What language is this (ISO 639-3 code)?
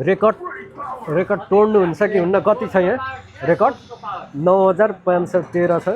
nep